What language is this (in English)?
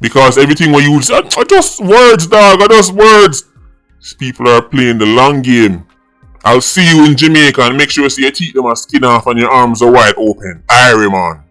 Jamaican Creole English